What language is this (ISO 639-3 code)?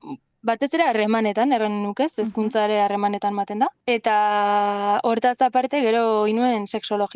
eus